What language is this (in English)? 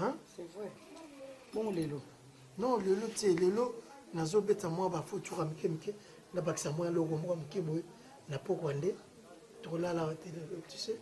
Lingala